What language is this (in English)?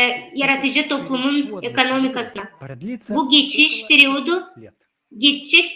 Gagauz